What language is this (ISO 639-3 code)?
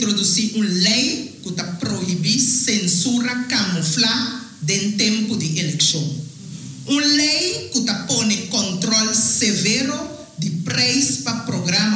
pap